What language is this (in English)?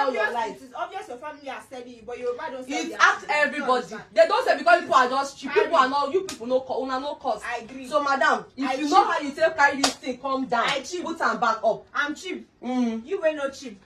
Nigerian Pidgin